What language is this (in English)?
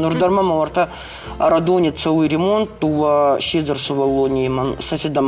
Ossetic